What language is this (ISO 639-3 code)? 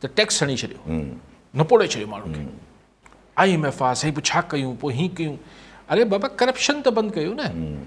snd